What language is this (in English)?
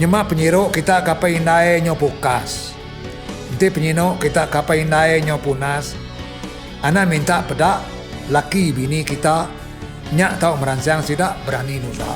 Iban